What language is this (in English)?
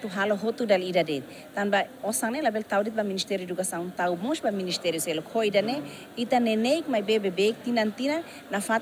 Tetum